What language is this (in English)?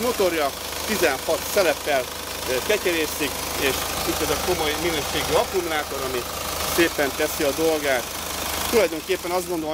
Hungarian